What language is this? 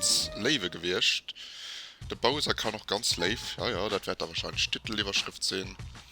Luxembourgish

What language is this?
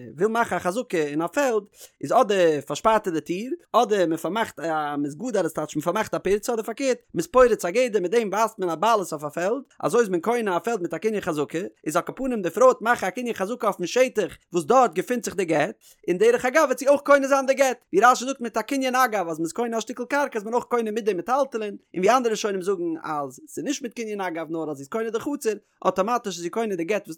Yiddish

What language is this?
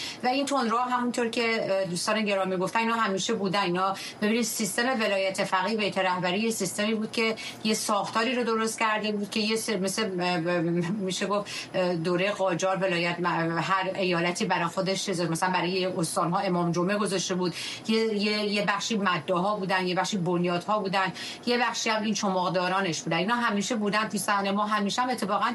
Persian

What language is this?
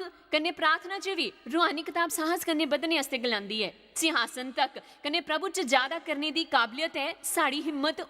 Dogri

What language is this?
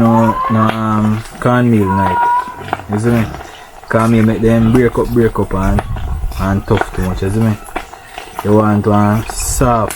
Jamaican Creole English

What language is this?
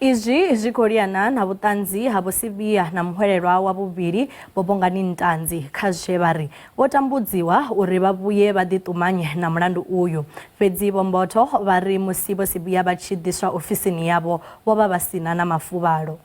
Venda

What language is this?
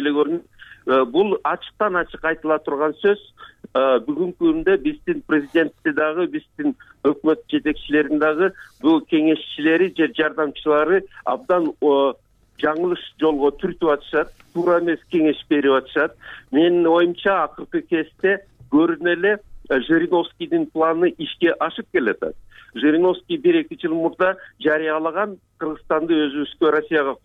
Kyrgyz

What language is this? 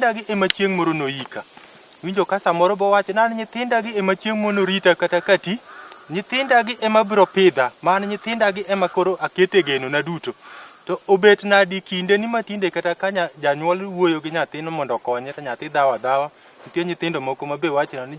Luo (Kenya and Tanzania)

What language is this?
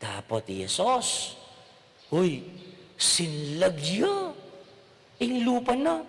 Pampanga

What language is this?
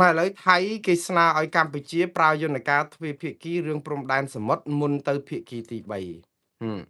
Khmer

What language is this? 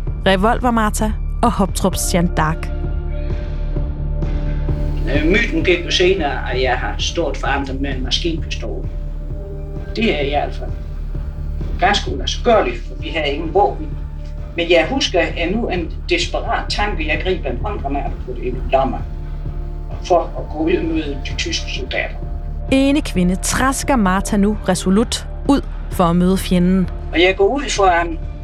Danish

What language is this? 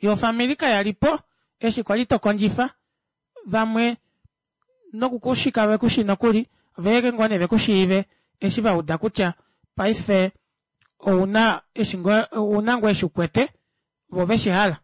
Kuanyama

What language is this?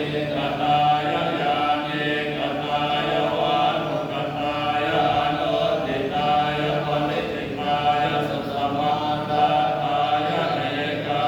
Pali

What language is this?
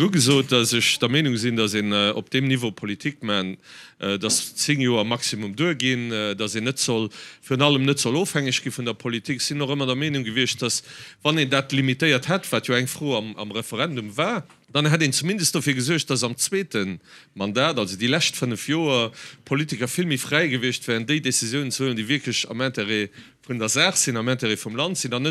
Luxembourgish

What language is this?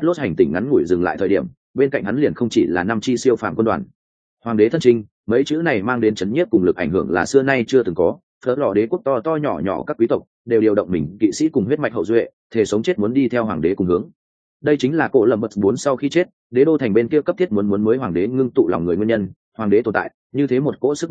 Vietnamese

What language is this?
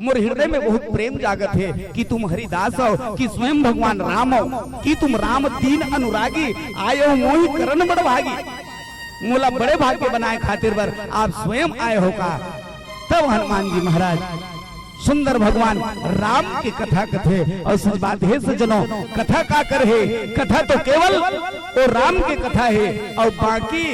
Chhattisgarhi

